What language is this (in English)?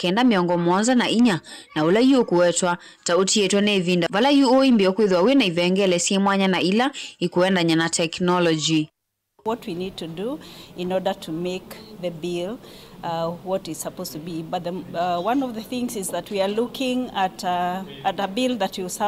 Kamba